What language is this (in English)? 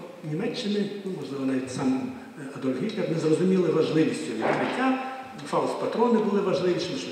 Ukrainian